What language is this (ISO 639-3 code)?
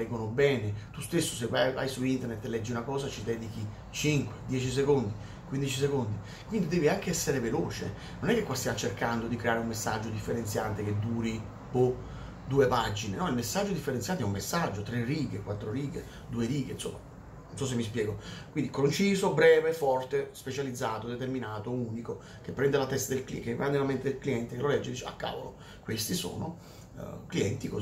ita